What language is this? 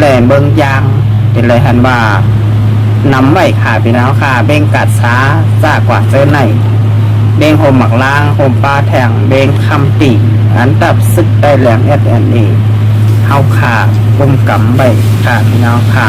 Shan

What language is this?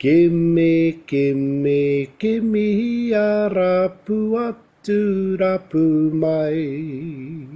Māori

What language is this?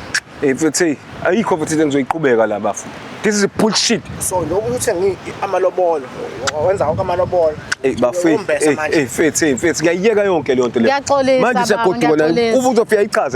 Zulu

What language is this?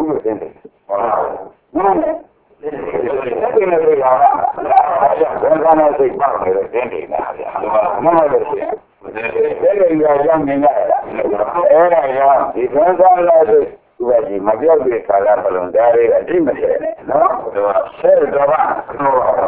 Burmese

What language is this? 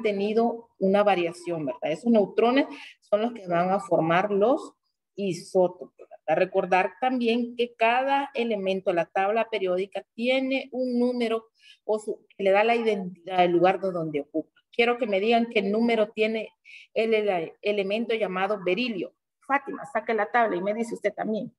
Spanish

